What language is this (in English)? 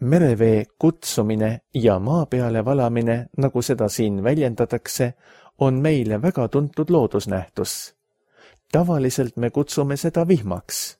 Estonian